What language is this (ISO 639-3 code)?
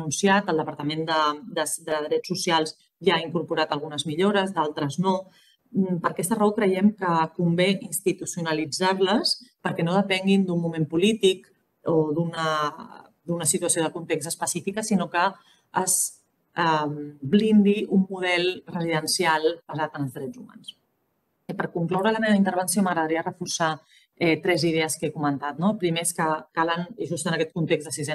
cat